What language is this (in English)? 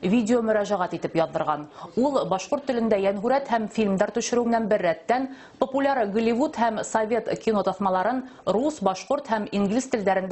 Bashkir